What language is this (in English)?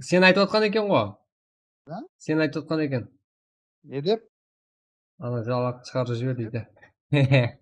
Kara-Kalpak